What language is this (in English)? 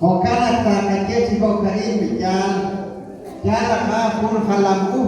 Kekchí